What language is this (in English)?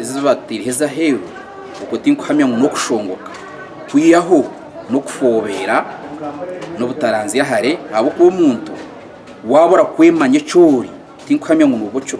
Nyankole